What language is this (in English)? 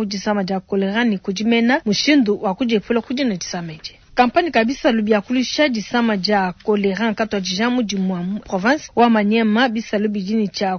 Luba-Lulua